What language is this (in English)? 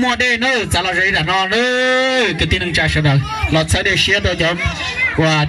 Hmong